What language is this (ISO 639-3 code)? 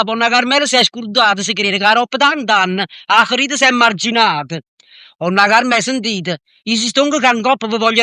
nap